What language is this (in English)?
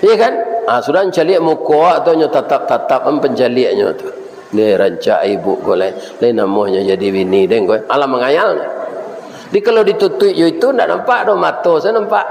Minangkabau